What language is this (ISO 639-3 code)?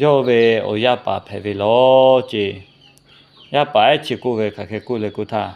lhu